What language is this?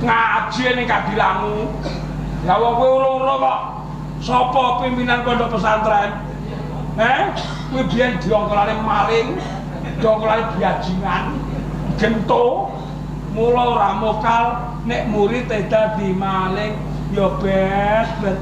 Javanese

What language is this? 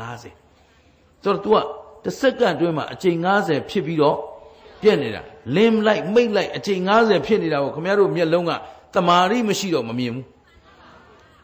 Burmese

